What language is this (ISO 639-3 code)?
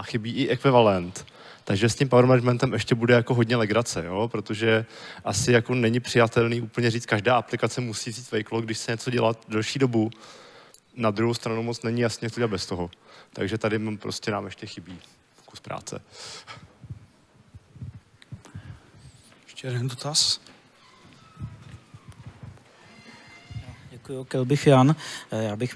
ces